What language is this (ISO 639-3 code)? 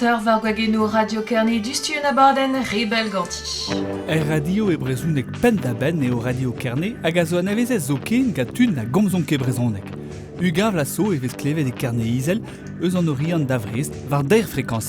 bre